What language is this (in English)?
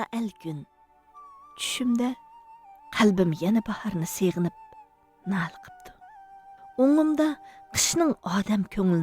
Uyghur